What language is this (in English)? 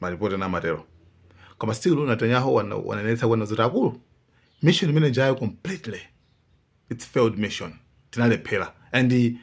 Nyanja